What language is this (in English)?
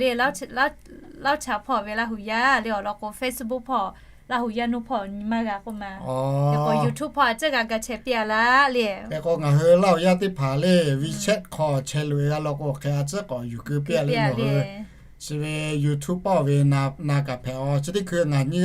Lahu